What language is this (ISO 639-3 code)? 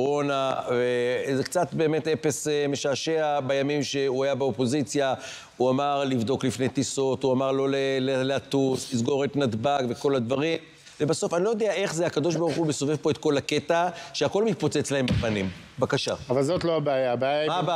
heb